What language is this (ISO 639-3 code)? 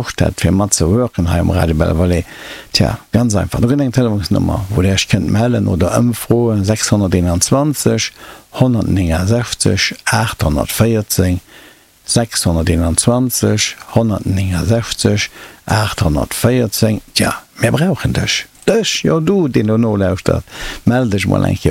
ltz